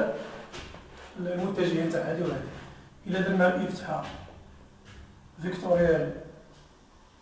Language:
Moroccan Arabic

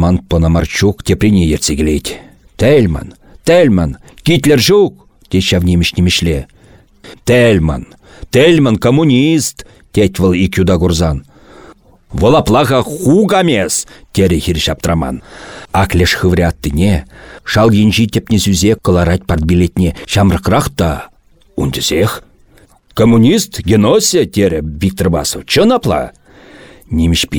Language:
Chuvash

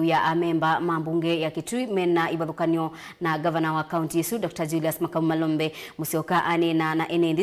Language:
Kamba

